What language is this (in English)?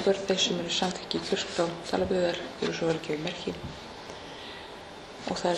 Icelandic